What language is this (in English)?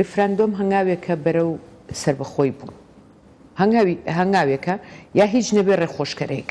Central Kurdish